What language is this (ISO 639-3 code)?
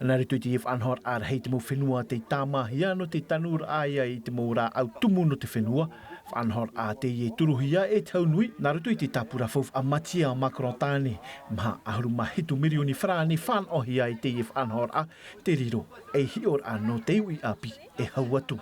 tah